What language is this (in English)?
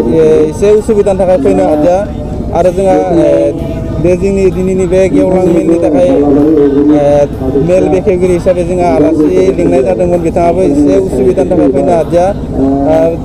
Bodo